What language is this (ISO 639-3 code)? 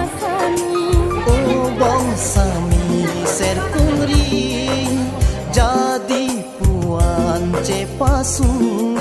mjw